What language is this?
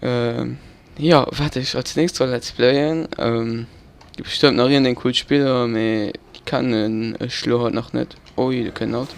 Luxembourgish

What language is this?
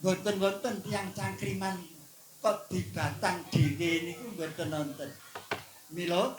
Javanese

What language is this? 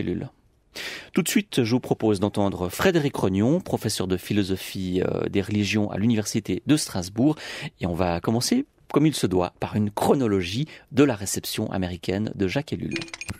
French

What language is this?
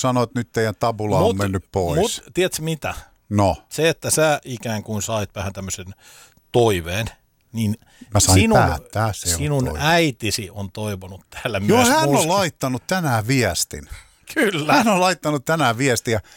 Finnish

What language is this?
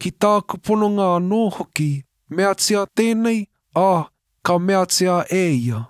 Māori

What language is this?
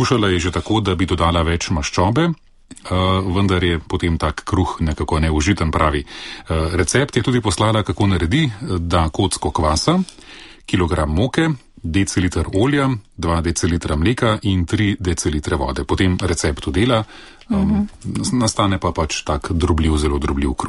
Slovenian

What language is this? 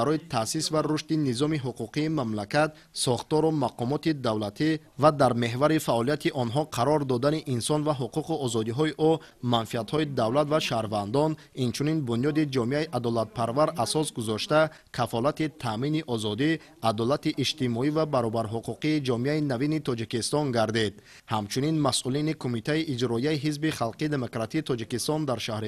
Tajik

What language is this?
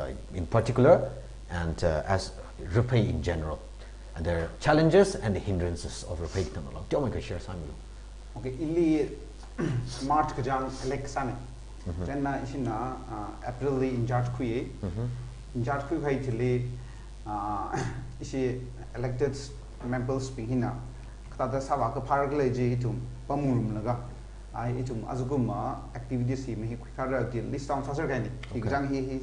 Tangkhul Naga (India)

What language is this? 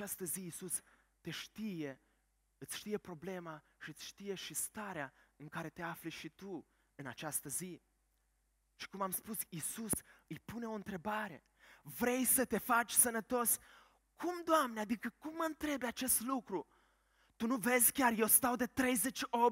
Romanian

